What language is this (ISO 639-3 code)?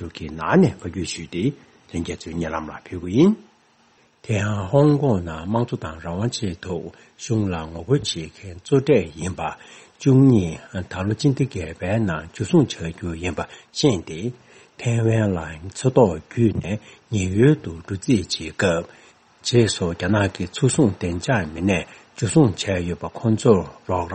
bod